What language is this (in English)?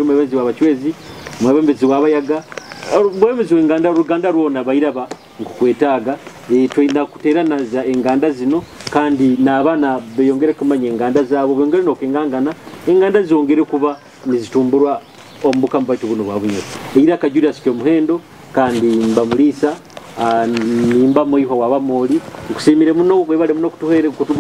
Nyoro